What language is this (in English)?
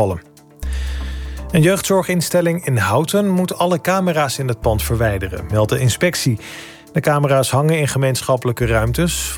Dutch